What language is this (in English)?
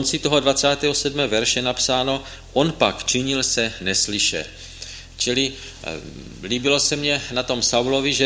Czech